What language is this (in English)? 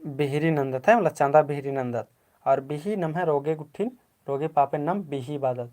Kurukh